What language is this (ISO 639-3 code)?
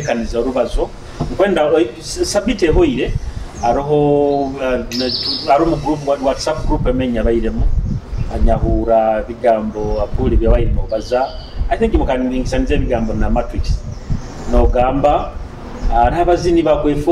nyo